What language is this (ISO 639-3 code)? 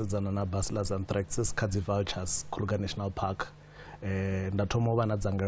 ven